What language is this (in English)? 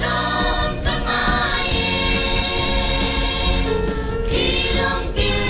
Hakha Chin